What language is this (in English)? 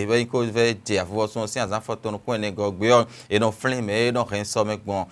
Fon